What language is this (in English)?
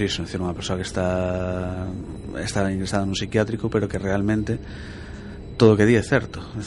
Galician